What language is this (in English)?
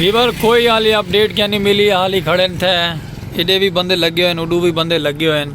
Saraiki